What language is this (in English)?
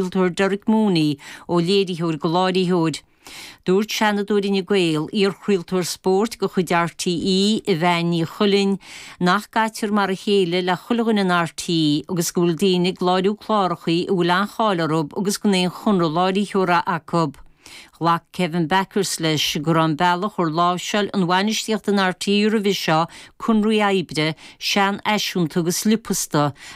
Irish